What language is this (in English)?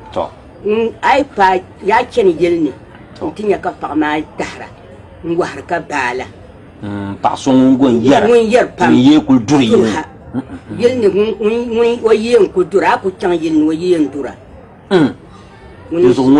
Dagbani